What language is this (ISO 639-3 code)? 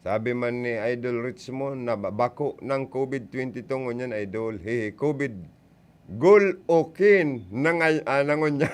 bik